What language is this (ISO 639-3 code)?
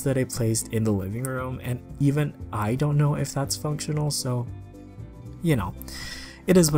eng